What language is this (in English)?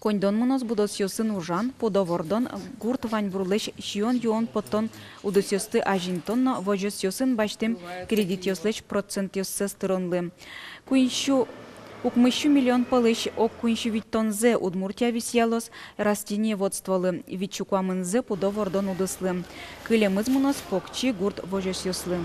Udmurt